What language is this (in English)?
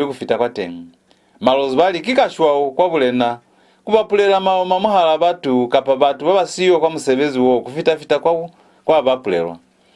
Lozi